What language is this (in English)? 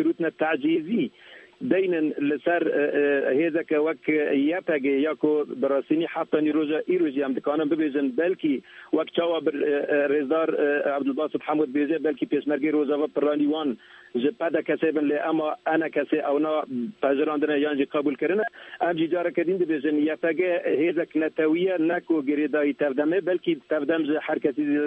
Kurdish